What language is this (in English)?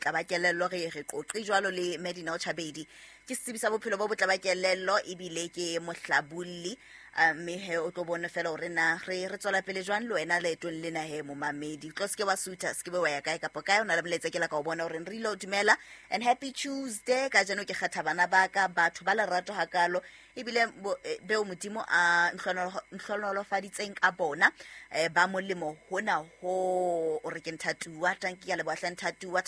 Southern Sotho